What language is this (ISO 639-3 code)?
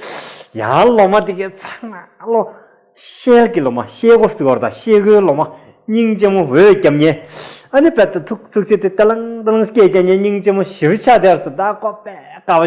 bod